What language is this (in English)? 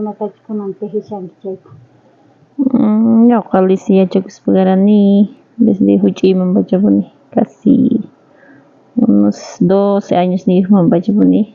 South Bolivian Quechua